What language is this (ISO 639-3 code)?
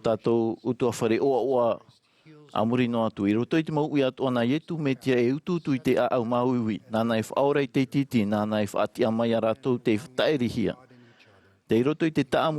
tah